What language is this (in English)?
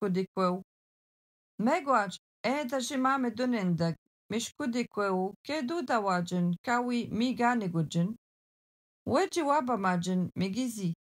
Algonquin